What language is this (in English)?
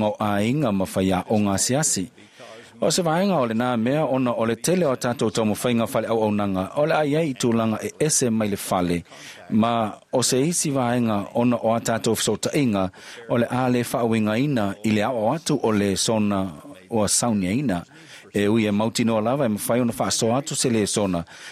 Samoan